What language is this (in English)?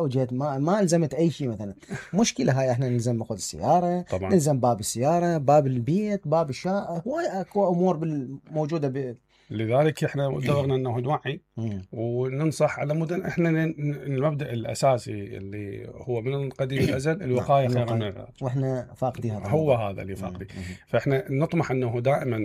Mesopotamian Arabic